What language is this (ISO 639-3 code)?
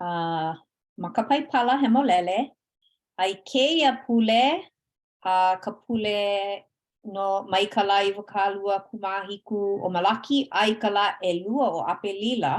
haw